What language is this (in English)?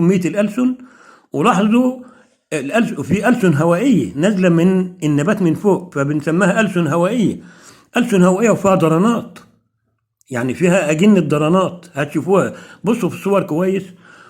Egyptian Arabic